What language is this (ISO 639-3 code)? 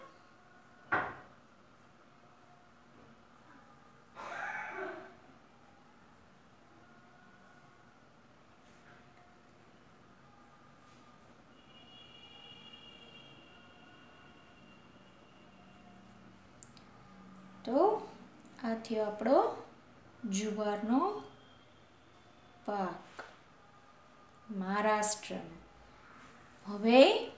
guj